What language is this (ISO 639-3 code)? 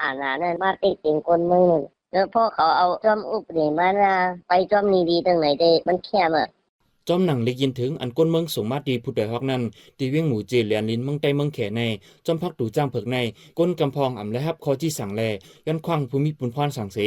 shn